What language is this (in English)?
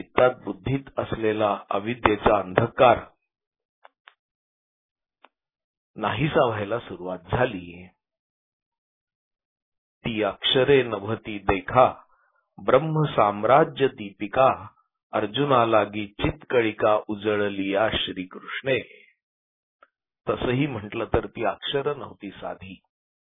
Marathi